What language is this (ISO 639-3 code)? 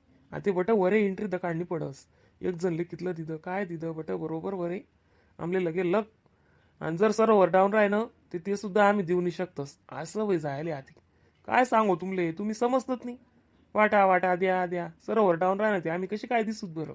khn